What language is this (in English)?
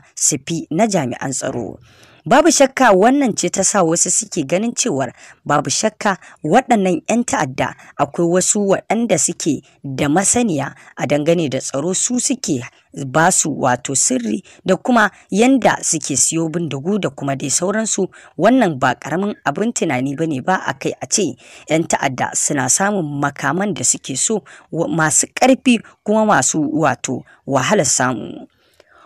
Hausa